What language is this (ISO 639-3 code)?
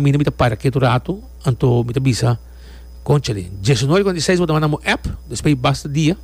pap